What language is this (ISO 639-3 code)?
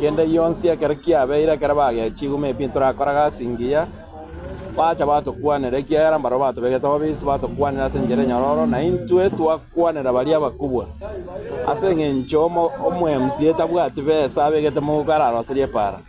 guz